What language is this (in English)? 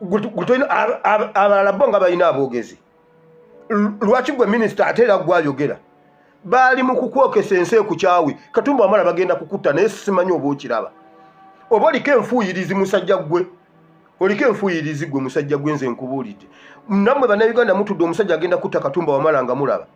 Ganda